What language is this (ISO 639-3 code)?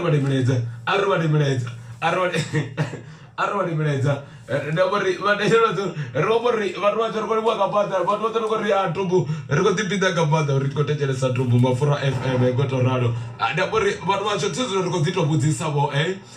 ven